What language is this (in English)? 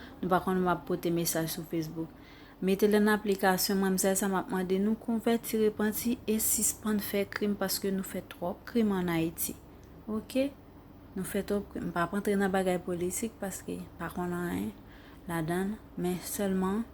Haitian Creole